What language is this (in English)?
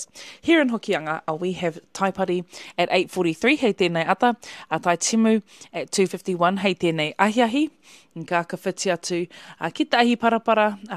Māori